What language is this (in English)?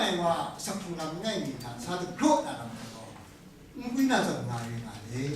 Kachin